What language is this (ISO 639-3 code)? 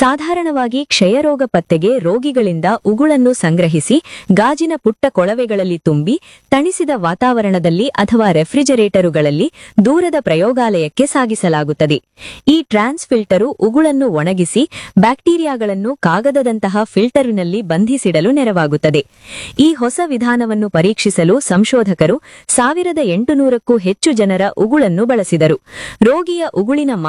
kan